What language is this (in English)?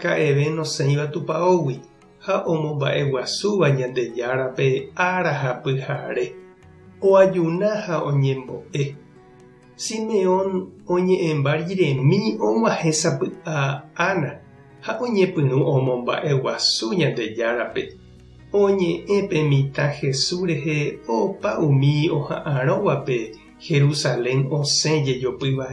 Guarani